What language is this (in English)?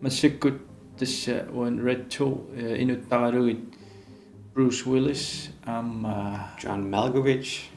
Kalaallisut